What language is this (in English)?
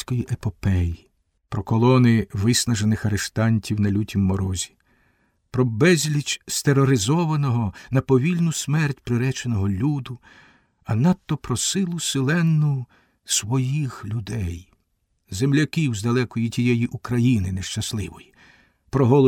Ukrainian